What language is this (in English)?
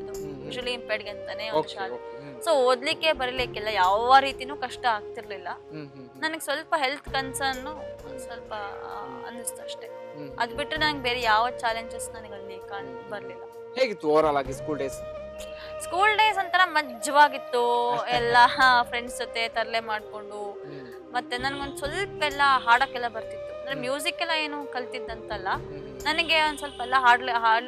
Kannada